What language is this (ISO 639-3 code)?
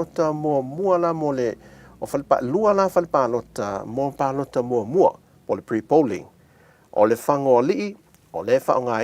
smo